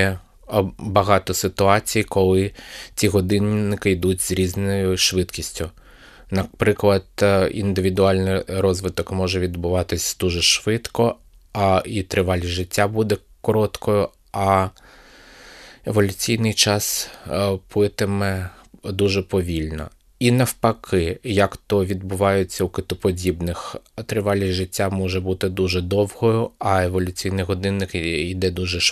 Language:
Ukrainian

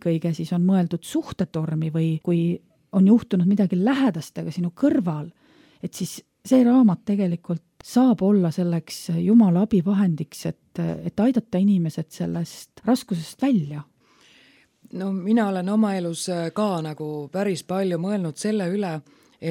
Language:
Estonian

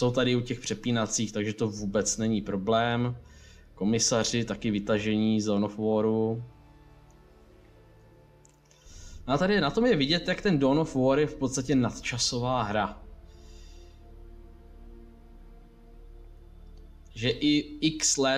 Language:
Czech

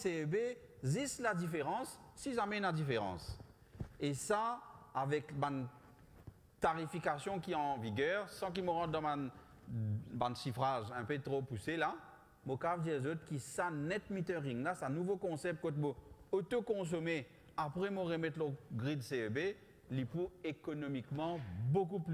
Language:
Morisyen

